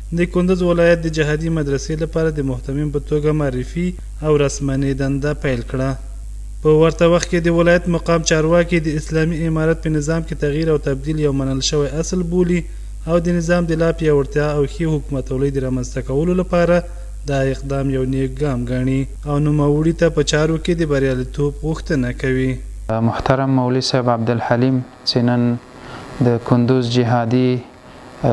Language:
Pashto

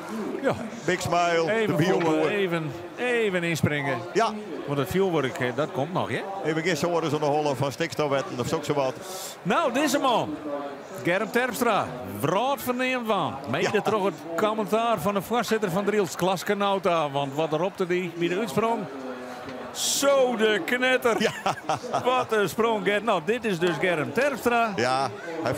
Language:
Western Frisian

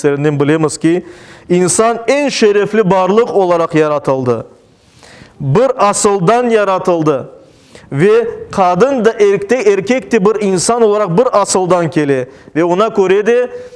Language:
Crimean Tatar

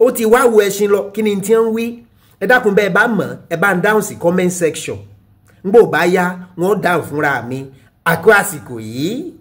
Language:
Yoruba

